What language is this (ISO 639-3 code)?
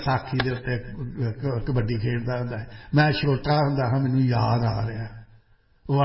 pan